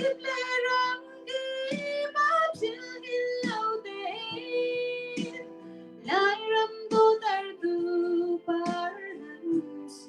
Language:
Hakha Chin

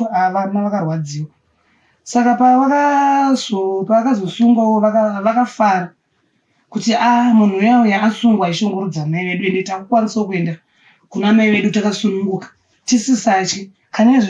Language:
Shona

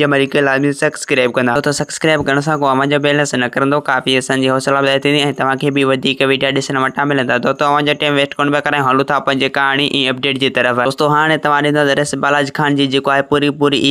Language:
Sindhi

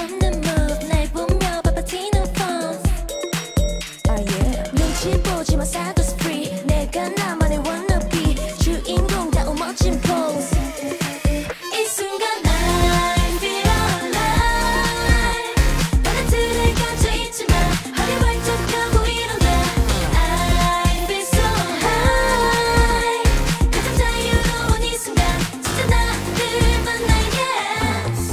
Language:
Korean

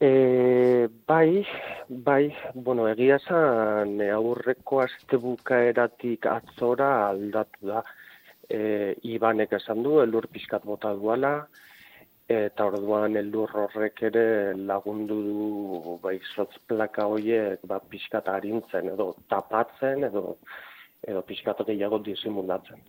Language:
Basque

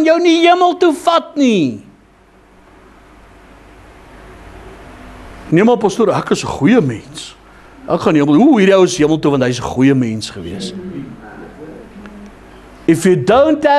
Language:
Afrikaans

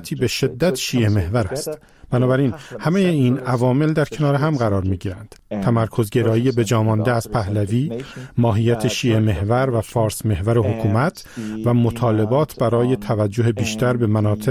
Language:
Persian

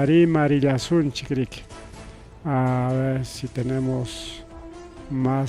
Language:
Ayacucho Quechua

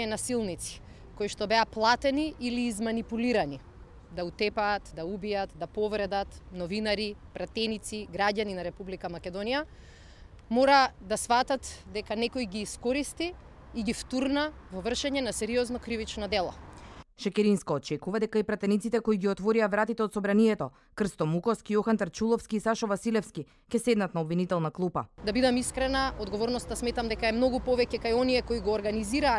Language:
Macedonian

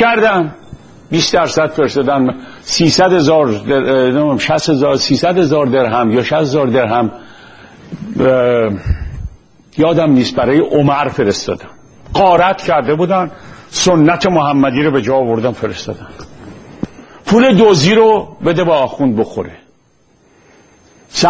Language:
Persian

